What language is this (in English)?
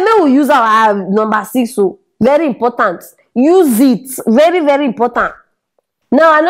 Nigerian Pidgin